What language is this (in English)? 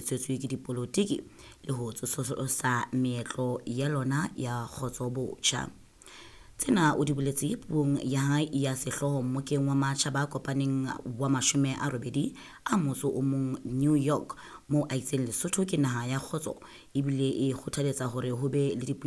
Southern Sotho